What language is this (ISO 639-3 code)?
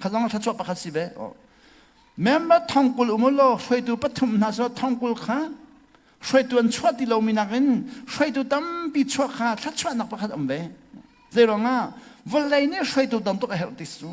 cnh